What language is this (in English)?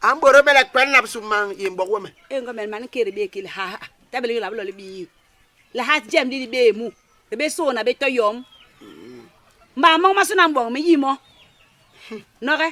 Basaa